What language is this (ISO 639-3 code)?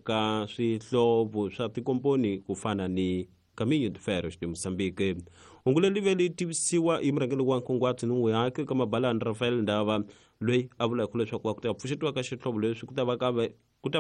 tso